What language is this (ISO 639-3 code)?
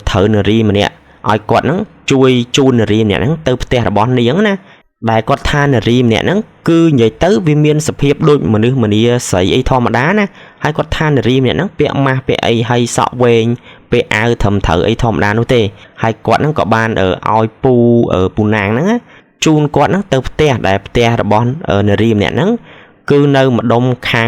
khm